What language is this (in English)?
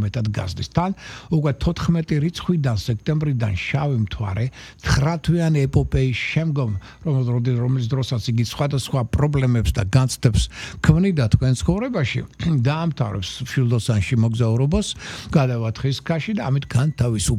Georgian